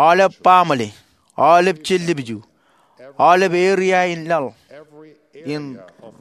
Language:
Marshallese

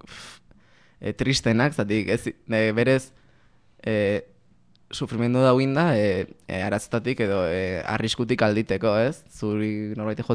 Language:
Basque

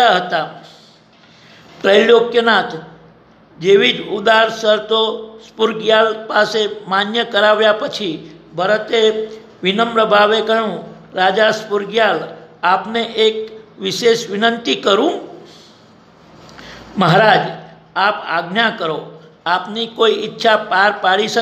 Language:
Gujarati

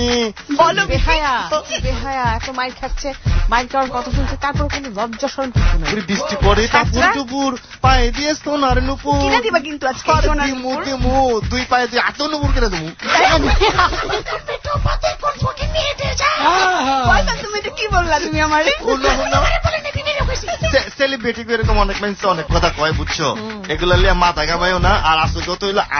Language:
Bangla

